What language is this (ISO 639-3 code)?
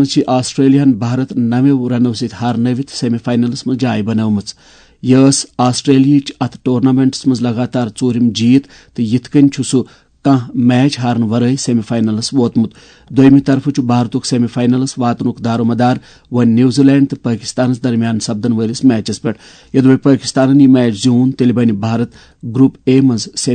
kas